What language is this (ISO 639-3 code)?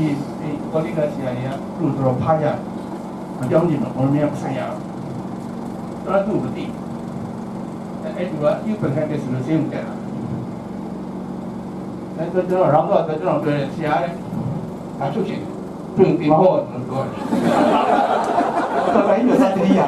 mya